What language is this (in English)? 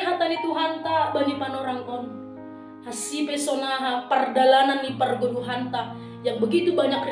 Batak Simalungun